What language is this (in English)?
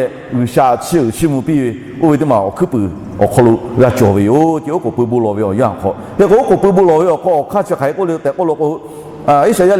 Lahu